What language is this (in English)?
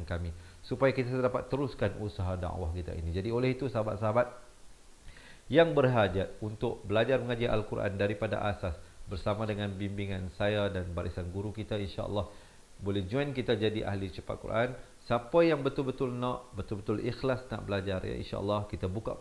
Malay